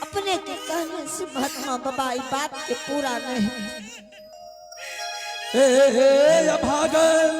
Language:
Angika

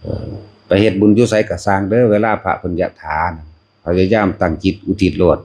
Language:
Northeastern Thai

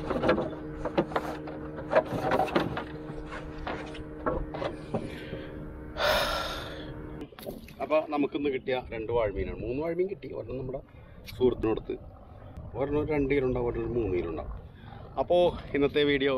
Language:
Malayalam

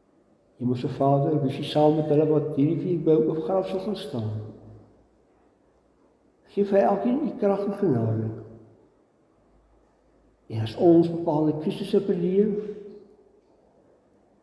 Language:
Afrikaans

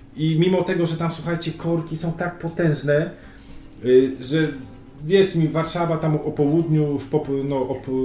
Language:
Polish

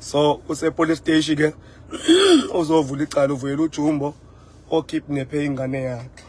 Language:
Zulu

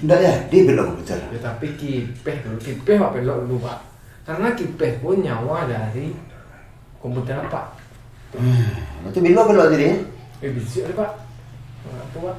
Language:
Minangkabau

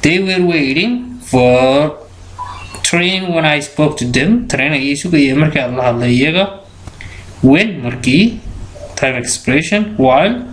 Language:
Somali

